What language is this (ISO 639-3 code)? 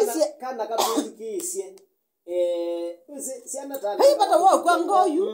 kam